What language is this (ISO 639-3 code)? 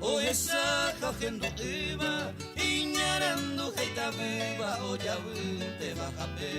grn